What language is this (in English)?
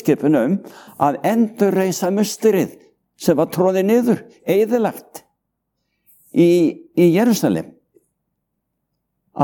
Icelandic